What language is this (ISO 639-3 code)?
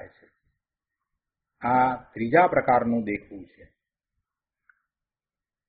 guj